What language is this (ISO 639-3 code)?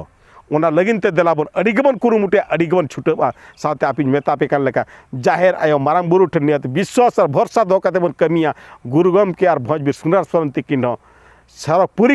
sat